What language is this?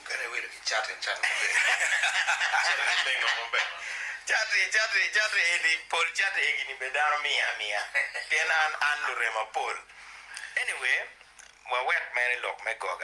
Acoli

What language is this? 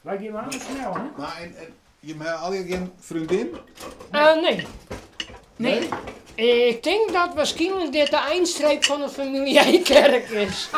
Western Frisian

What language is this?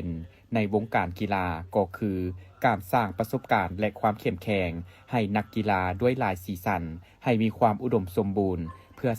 Lao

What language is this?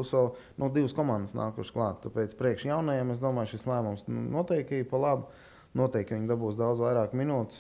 Latvian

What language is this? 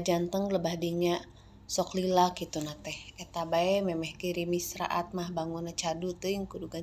Sundanese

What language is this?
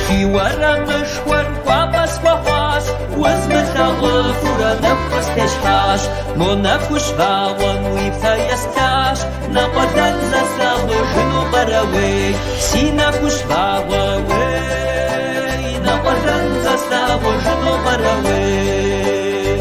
Kabardian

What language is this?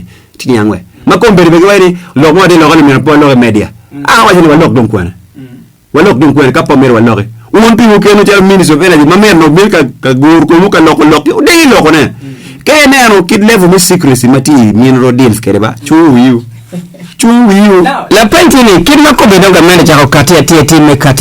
Acoli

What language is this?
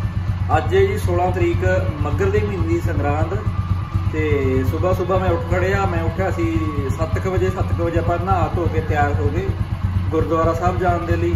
Punjabi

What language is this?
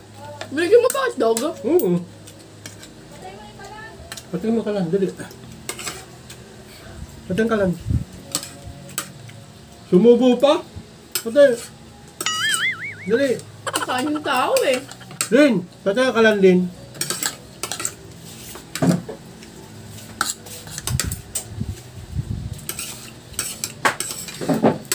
Filipino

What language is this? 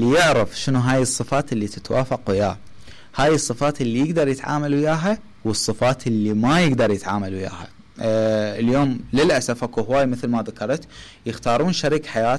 Mesopotamian Arabic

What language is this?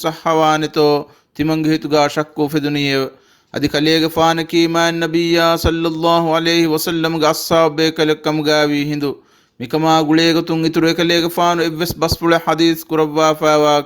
Divehi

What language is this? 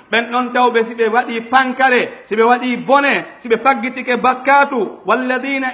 Pular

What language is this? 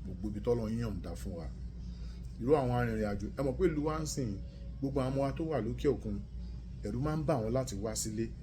Yoruba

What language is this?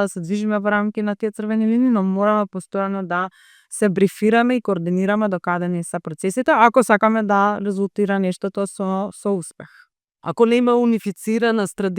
Macedonian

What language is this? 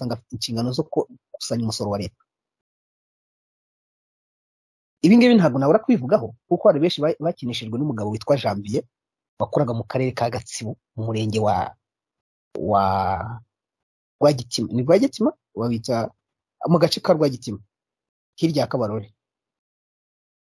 Kinyarwanda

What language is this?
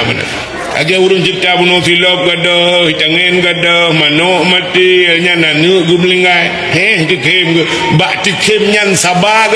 Achinese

